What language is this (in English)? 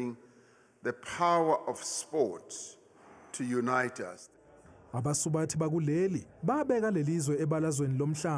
Zulu